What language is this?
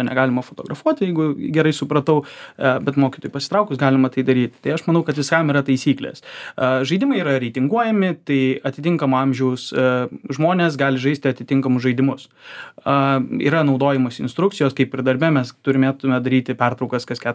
Lithuanian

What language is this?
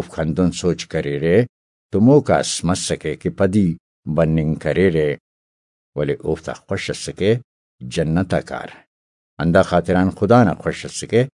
Brahui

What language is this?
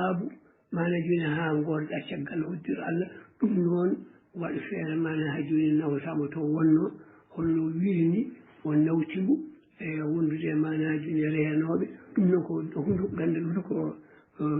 Fula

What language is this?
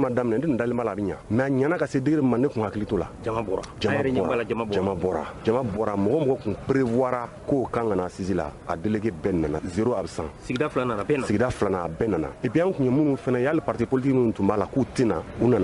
Bambara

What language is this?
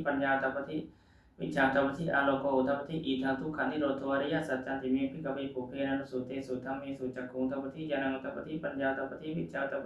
Pali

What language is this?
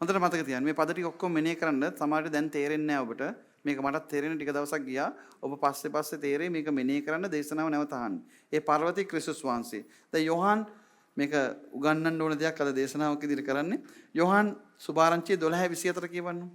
Sinhala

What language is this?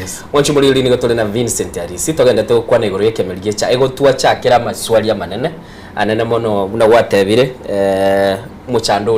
Gusii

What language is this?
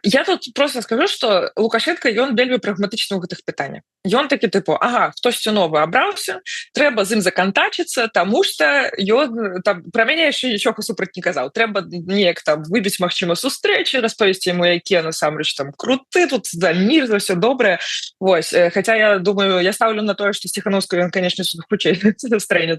Belarusian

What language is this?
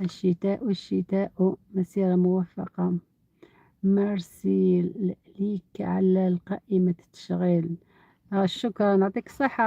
Algerian Arabic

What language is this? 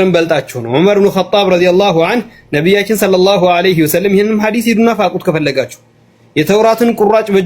Amharic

